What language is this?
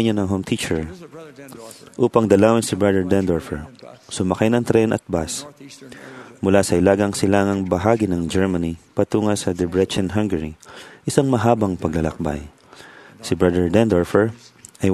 Filipino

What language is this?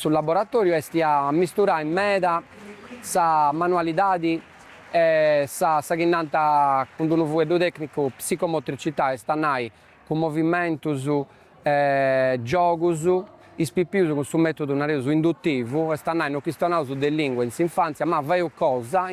Sardinian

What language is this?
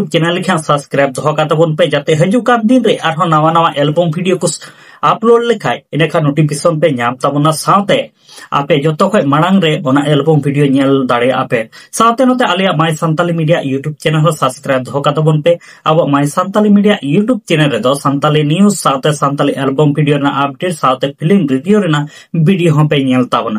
Santali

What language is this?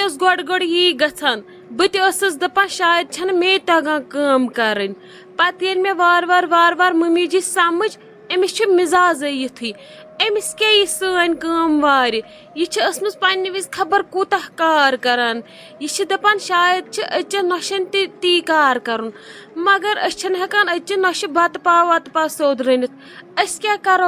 Kashmiri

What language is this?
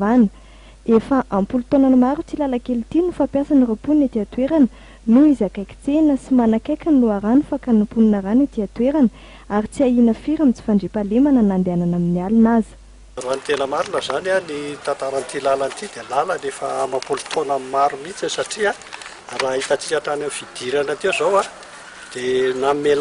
Malagasy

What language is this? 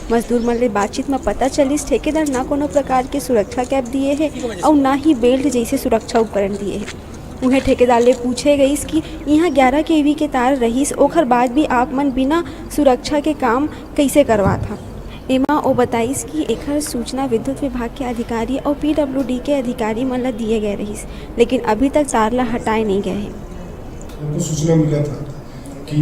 Chhattisgarhi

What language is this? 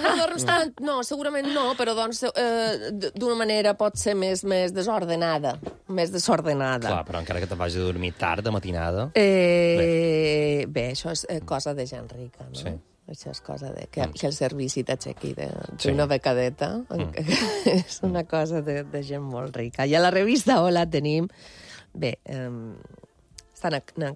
Catalan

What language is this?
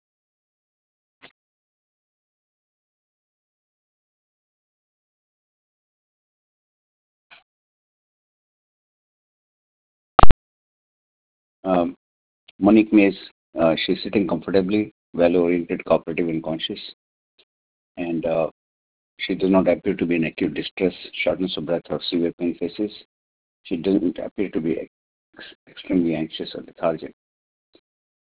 English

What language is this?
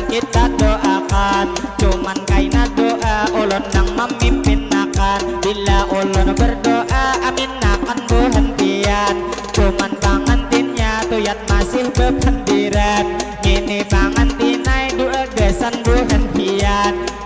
Banjar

